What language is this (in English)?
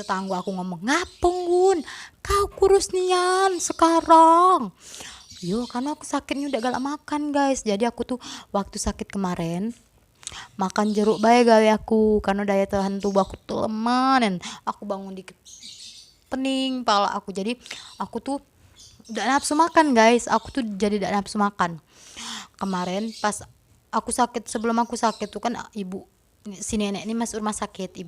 Musi